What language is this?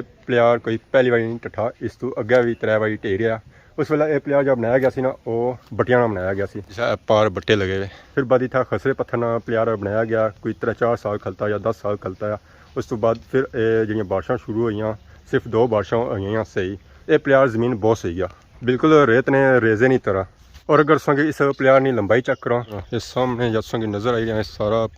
Pahari-Potwari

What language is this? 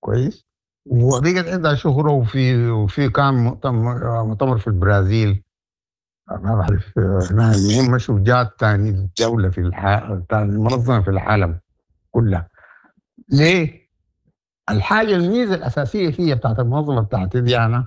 Sudanese Arabic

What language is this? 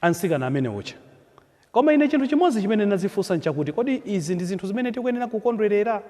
Nyanja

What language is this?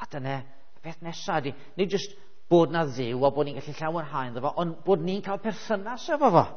Welsh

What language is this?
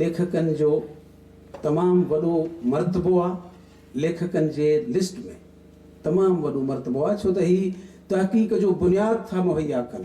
Sindhi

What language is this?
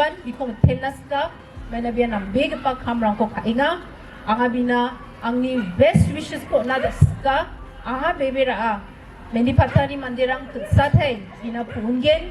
Garo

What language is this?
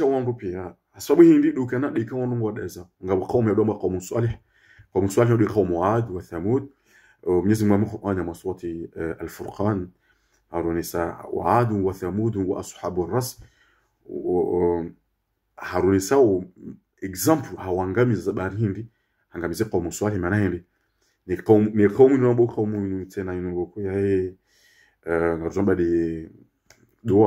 Ngazidja Comorian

